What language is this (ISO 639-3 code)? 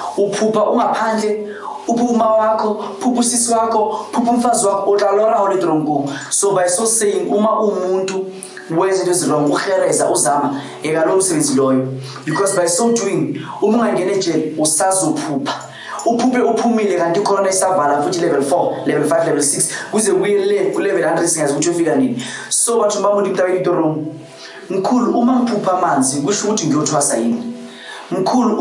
zul